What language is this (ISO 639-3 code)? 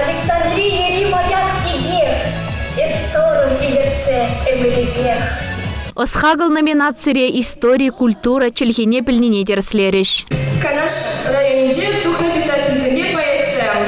chv